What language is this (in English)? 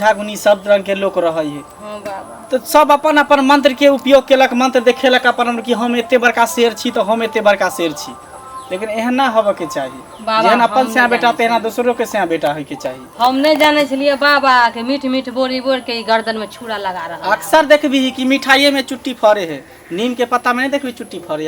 Maithili